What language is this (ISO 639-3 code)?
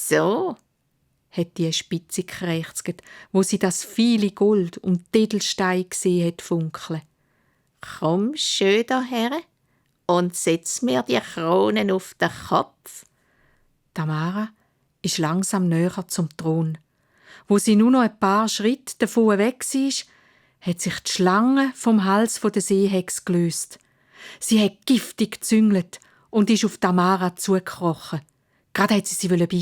gsw